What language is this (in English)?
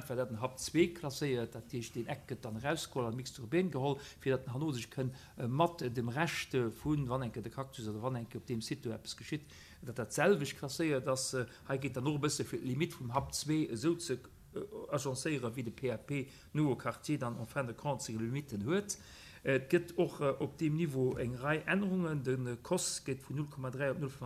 Luxembourgish